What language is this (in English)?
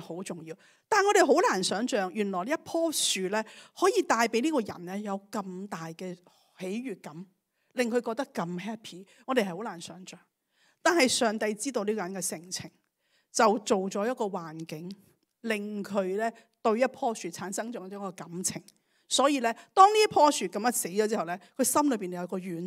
Cantonese